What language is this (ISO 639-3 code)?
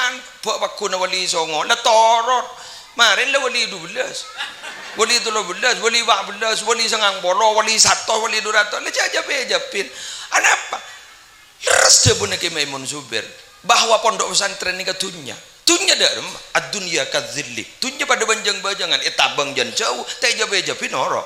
mad